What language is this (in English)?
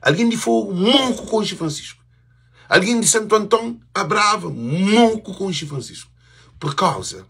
Kabuverdianu